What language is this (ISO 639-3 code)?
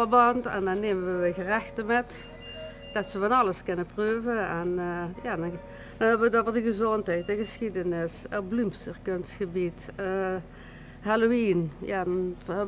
lim